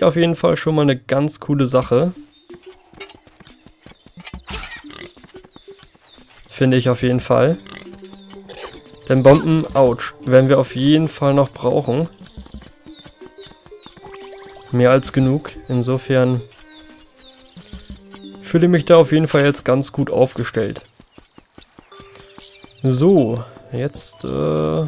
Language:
German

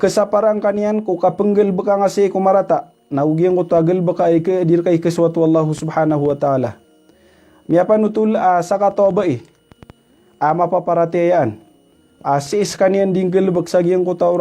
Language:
Maranao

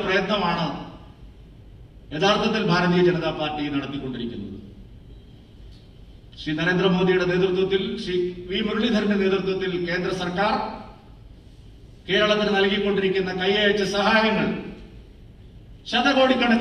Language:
Malayalam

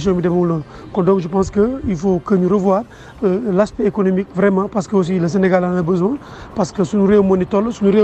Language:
Wolof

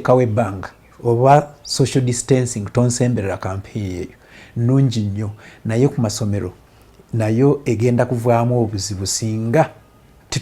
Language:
Ganda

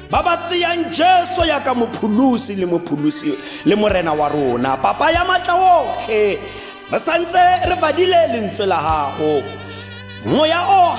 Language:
Tswana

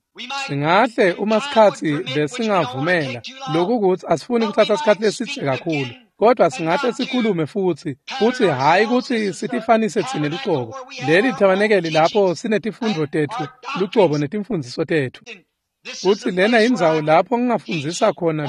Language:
Swati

